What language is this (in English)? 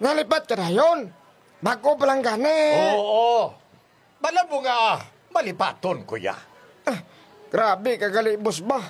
Hiligaynon